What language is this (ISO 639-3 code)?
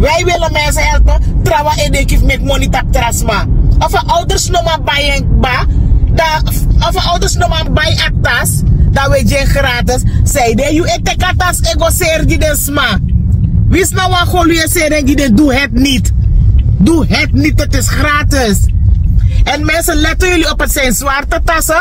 srn